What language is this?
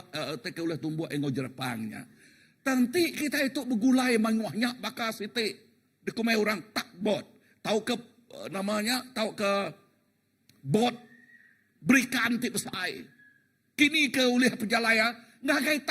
Iban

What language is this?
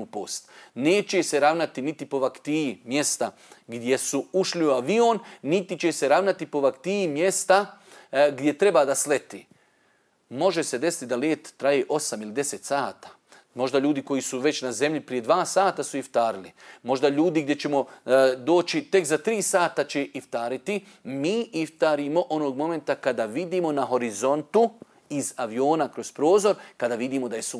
Bosnian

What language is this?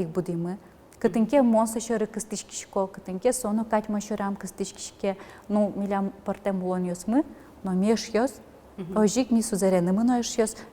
Udmurt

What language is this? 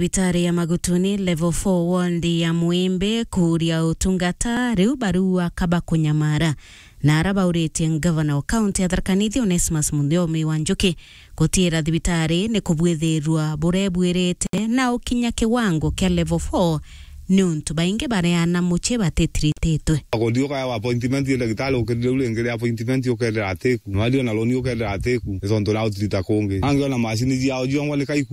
Meru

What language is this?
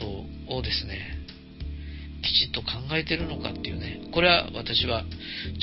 Japanese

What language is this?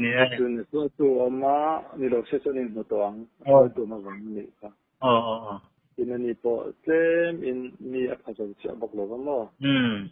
Mizo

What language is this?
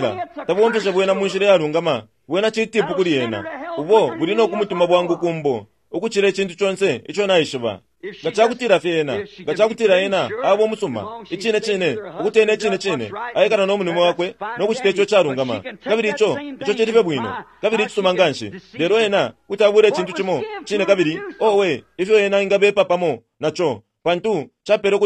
Bemba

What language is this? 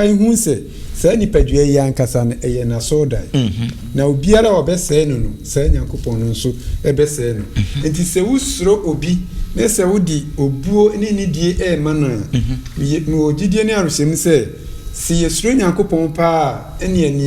Akan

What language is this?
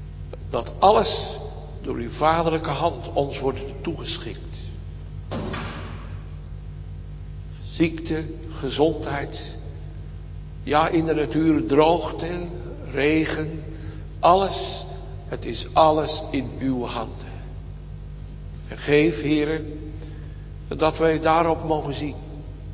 Dutch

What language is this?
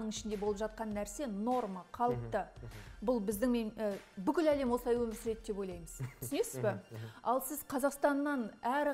Kazakh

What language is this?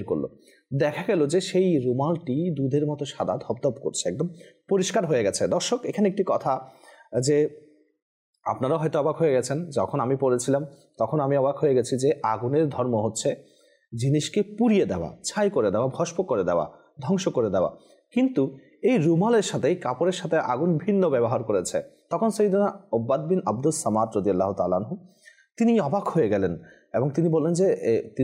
Bangla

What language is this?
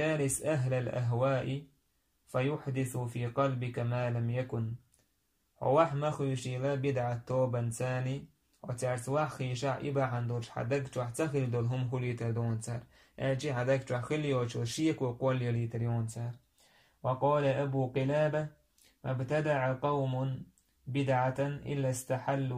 Chechen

